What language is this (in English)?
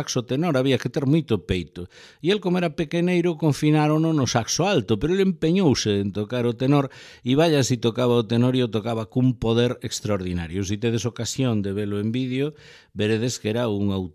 Galician